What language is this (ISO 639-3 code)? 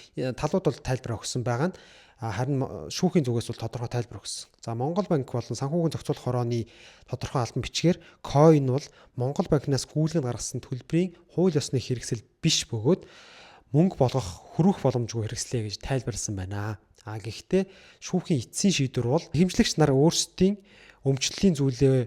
mon